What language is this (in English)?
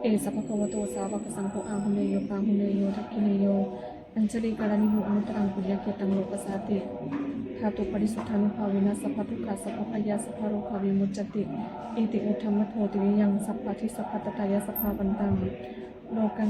Pali